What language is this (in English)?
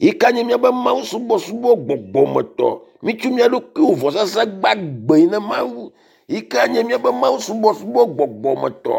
Ewe